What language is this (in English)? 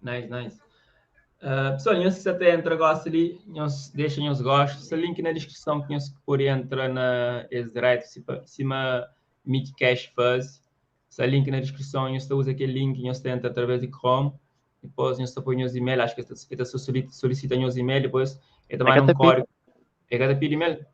Kabuverdianu